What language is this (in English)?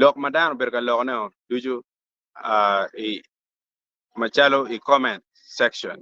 Acoli